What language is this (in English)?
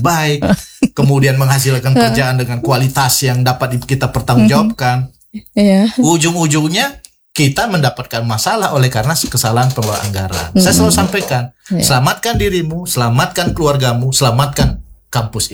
Indonesian